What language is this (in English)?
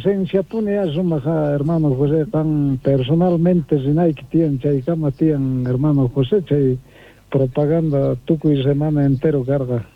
South Bolivian Quechua